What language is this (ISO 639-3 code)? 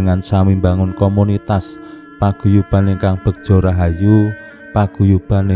jav